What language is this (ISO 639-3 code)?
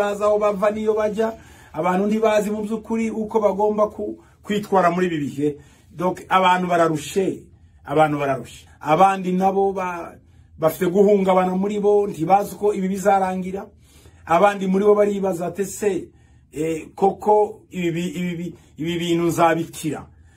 kin